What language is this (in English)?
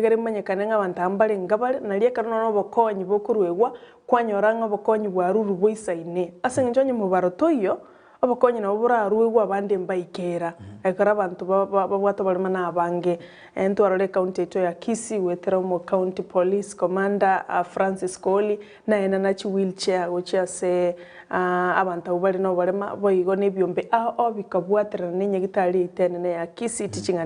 Gusii